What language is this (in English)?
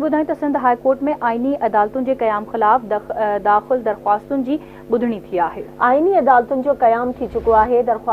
Sindhi